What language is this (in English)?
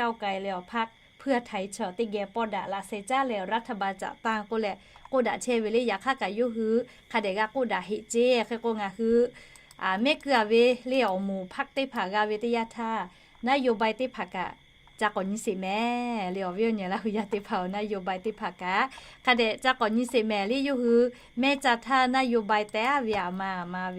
Lahu